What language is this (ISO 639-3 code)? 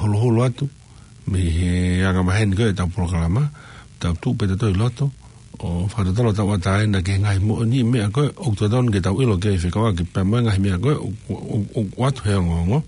ton